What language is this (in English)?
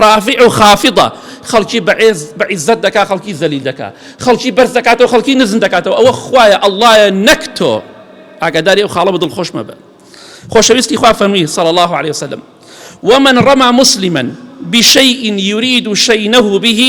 Central Kurdish